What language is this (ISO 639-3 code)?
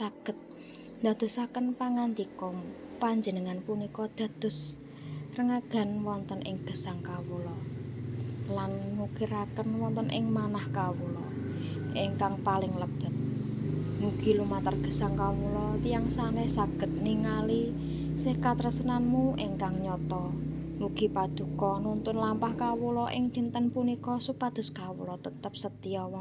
jav